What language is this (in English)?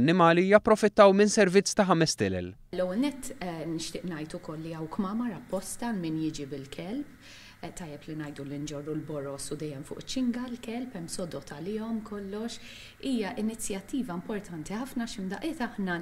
Maltese